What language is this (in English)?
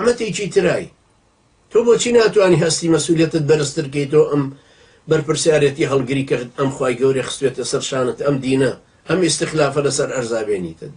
Central Kurdish